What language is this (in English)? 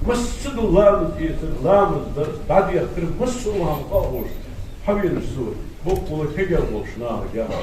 Ingush